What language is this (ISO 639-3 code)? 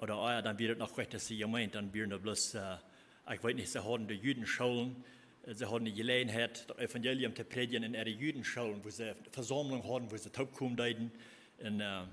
pdt